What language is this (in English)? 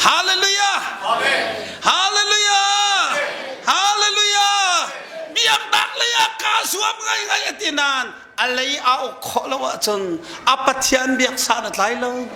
Hakha Chin